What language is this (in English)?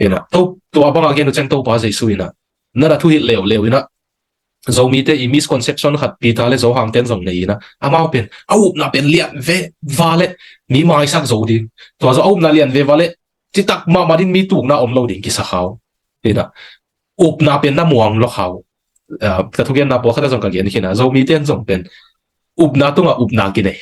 Tedim Chin